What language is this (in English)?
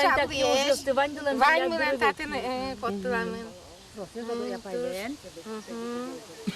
Udmurt